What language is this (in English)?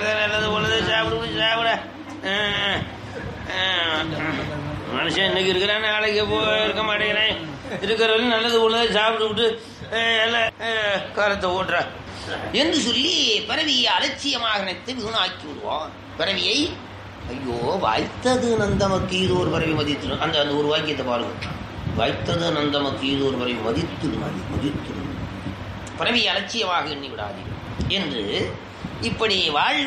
Tamil